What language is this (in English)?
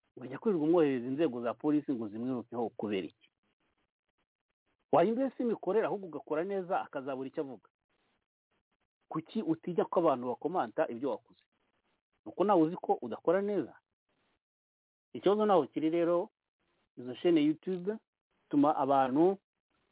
Kinyarwanda